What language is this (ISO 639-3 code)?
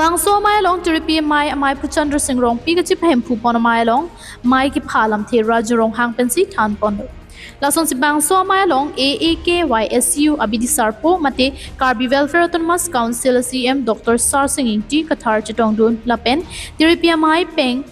mjw